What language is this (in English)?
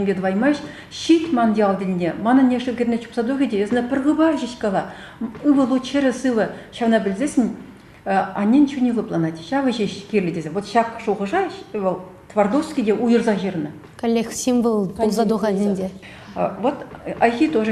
Chuvash